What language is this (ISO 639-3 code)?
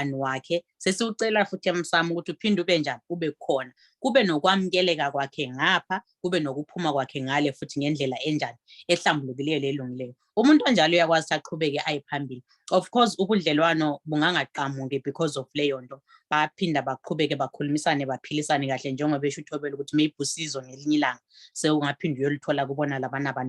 zul